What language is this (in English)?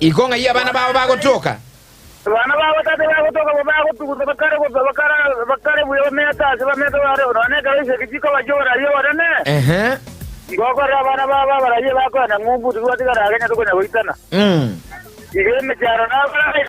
Gusii